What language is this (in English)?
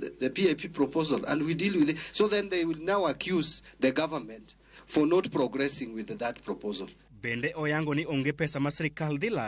Luo (Kenya and Tanzania)